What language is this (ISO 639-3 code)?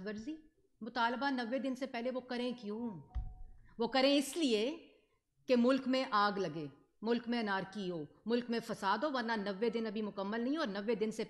urd